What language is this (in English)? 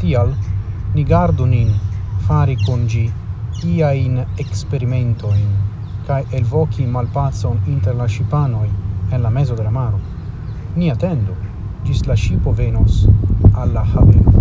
Esperanto